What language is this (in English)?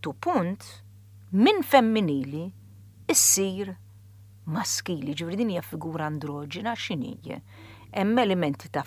Maltese